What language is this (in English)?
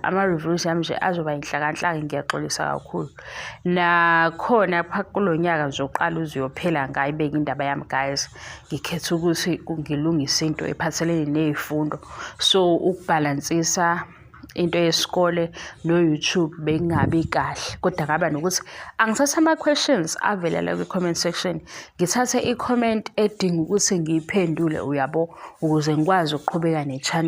Zulu